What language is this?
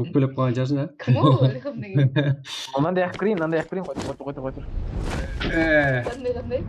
Kara-Kalpak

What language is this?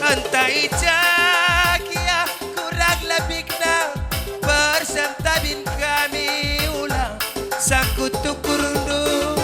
Batak Karo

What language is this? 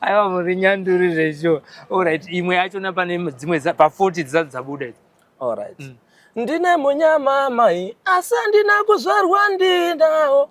Shona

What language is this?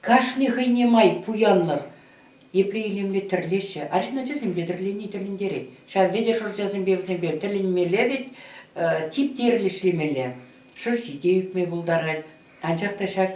Chuvash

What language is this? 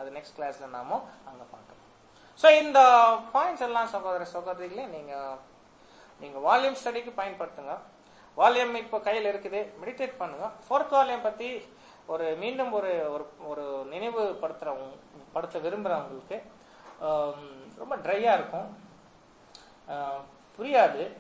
Tamil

